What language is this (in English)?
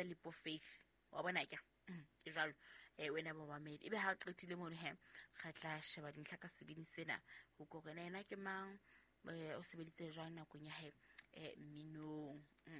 Southern Sotho